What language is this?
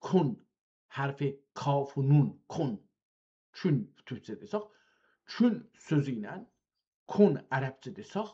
South Azerbaijani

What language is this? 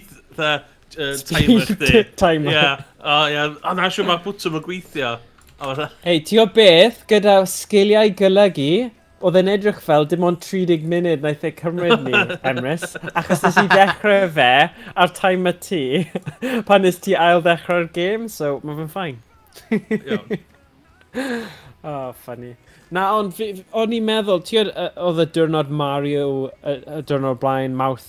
Welsh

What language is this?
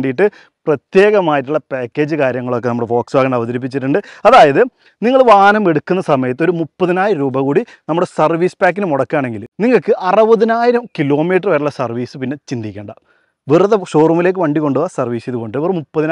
Malayalam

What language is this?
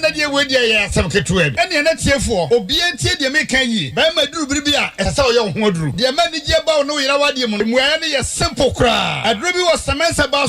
Akan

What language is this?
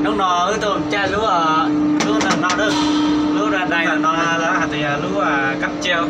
Hmong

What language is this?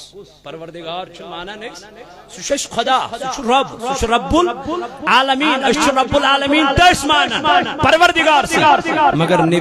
Kashmiri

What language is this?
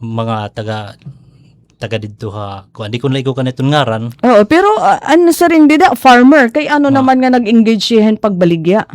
Waray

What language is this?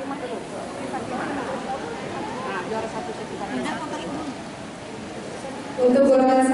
Indonesian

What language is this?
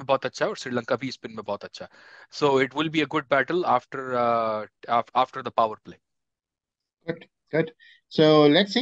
Hindi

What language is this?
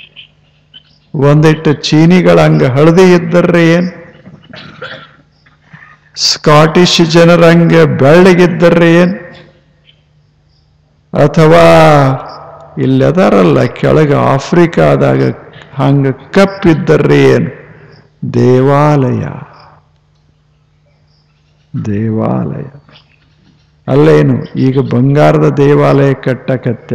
Kannada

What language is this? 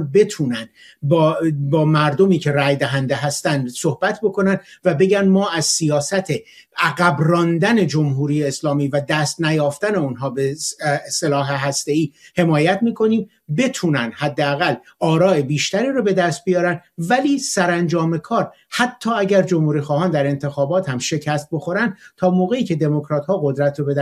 Persian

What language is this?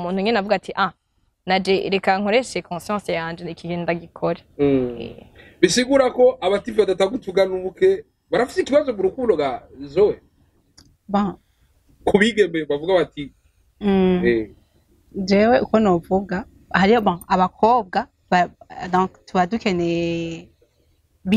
Rundi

